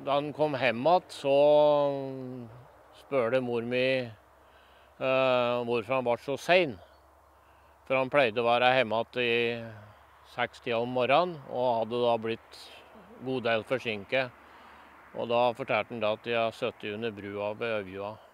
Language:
Norwegian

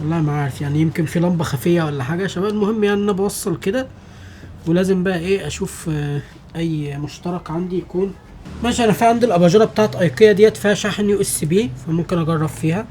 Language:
Egyptian Arabic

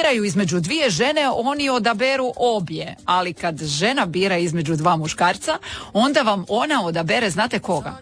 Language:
Croatian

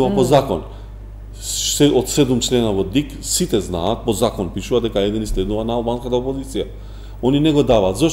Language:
Macedonian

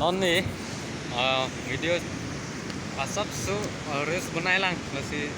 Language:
Karbi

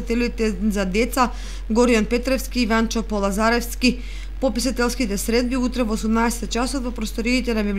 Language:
Macedonian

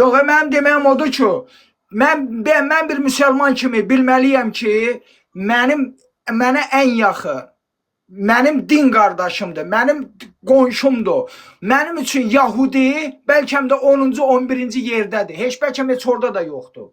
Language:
Azerbaijani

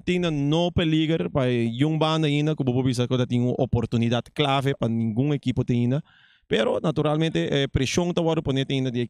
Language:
Papiamento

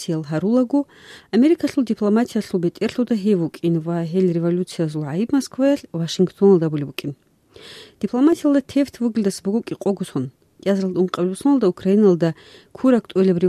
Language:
Avaric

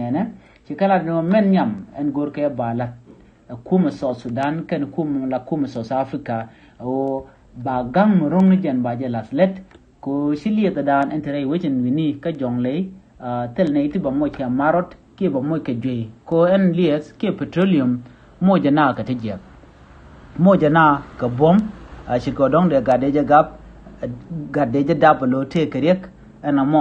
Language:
Nuer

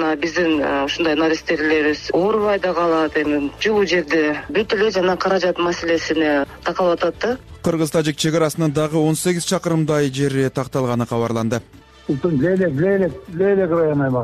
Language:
Kyrgyz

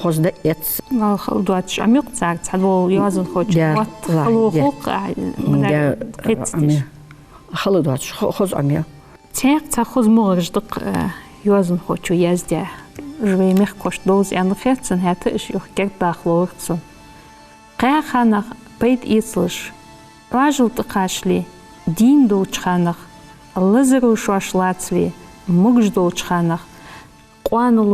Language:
Ingush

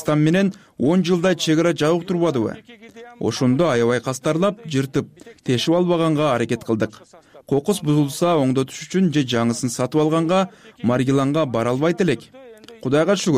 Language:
Kyrgyz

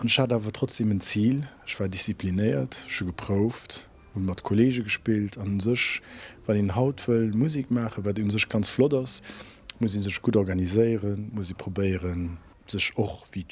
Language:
Luxembourgish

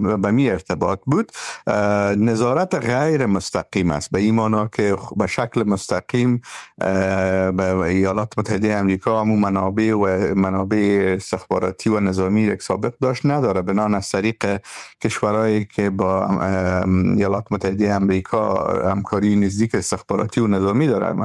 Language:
Persian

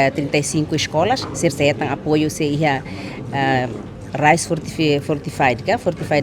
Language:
Tetum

